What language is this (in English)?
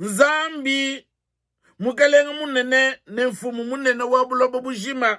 Luba-Lulua